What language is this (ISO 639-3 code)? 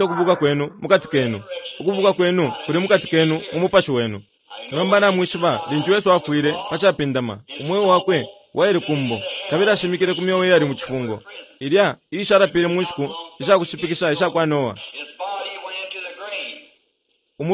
bem